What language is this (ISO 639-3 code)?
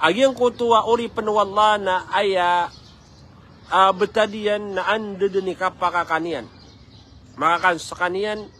mrw